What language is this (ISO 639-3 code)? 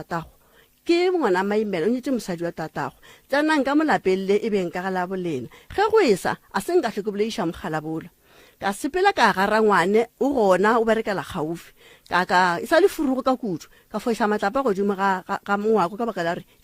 nso